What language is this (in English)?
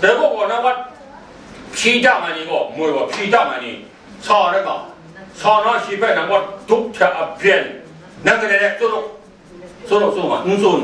Kachin